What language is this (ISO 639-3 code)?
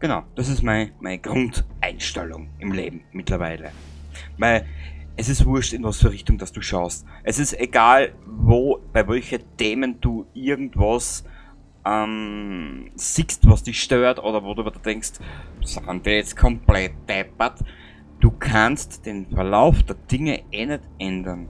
bar